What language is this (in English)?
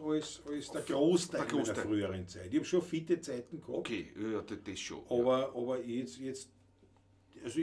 Bavarian